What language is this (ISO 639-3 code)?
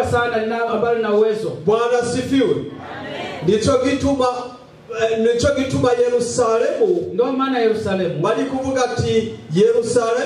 swa